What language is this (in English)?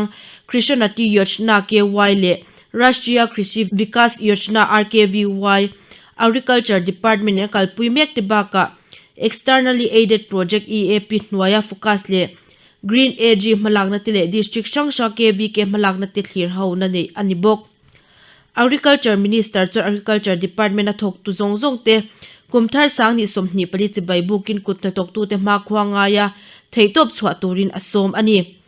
Mizo